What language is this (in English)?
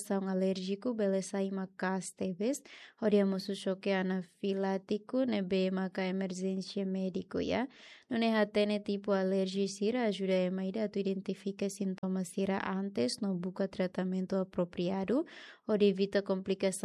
Tetum